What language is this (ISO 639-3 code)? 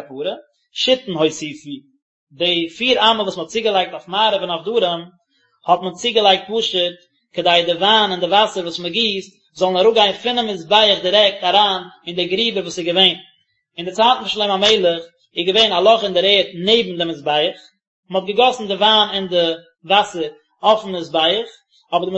yid